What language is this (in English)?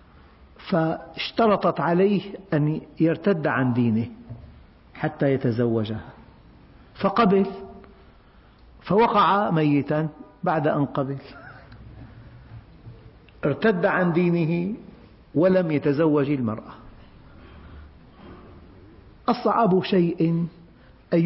Arabic